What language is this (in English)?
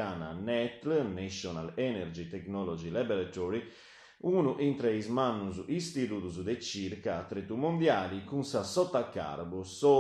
Sardinian